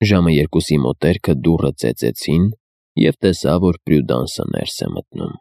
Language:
Armenian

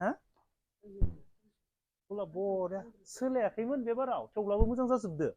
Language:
Bodo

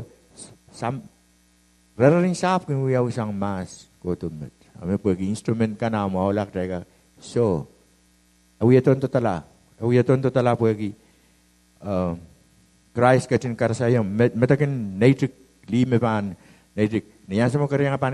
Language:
Pohnpeian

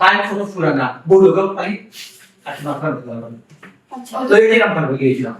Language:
Sylheti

